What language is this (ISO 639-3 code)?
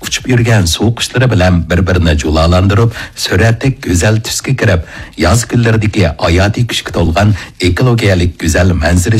uig